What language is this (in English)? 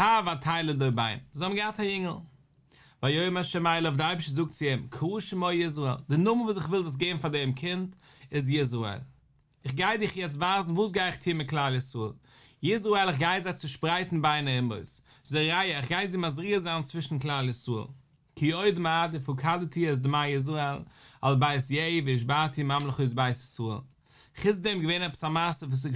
Yiddish